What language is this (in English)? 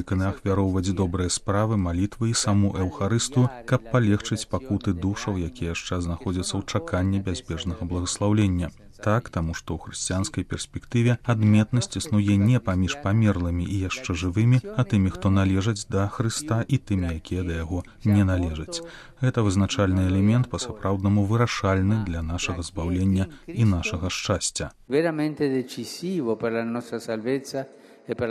Belarusian